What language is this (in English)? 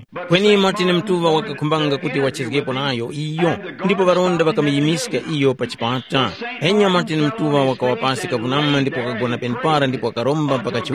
Tumbuka